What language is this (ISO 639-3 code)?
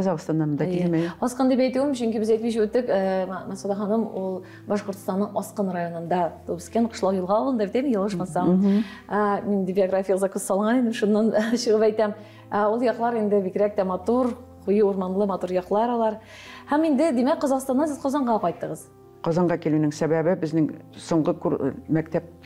tat